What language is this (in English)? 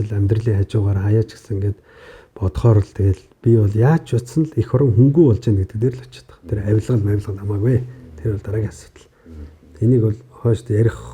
Mongolian